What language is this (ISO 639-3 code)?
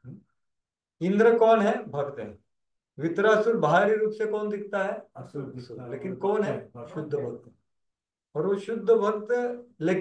hin